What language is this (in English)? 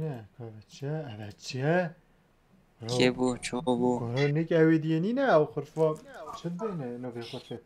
Kurdish